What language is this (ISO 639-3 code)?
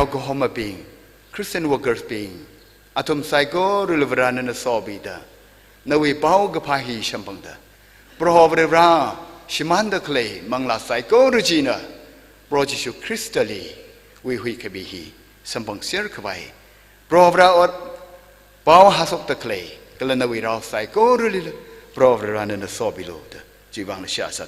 nmf